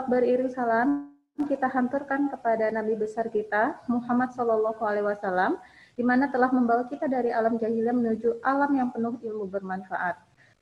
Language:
Indonesian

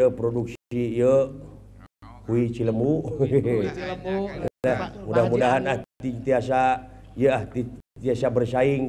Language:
Sundanese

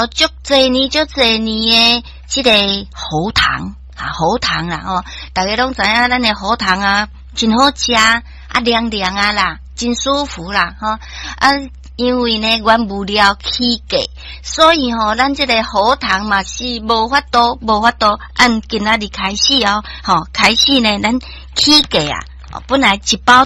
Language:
Min Nan Chinese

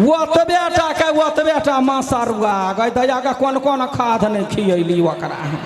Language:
Maithili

